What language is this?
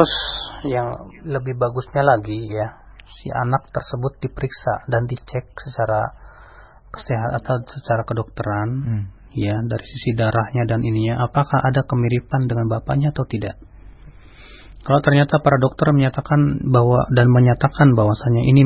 Indonesian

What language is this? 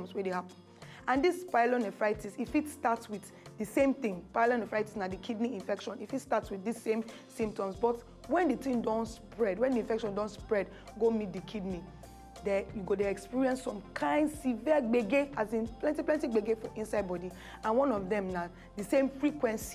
Nigerian Pidgin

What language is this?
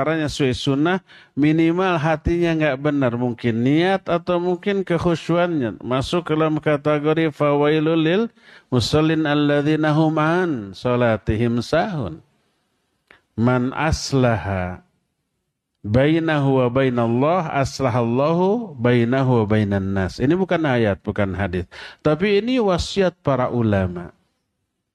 Indonesian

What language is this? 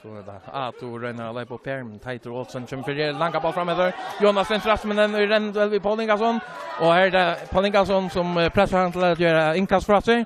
Faroese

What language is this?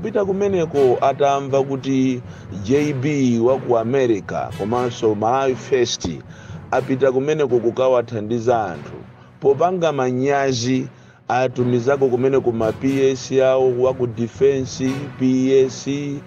Nyanja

